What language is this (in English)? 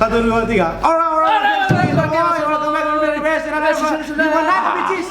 Manado Malay